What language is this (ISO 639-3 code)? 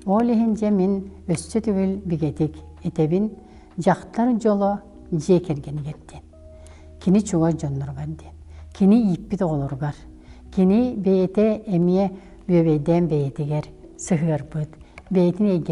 sah